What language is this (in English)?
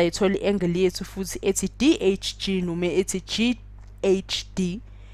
Zulu